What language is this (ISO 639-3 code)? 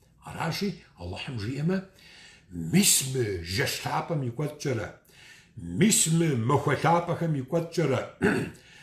kbd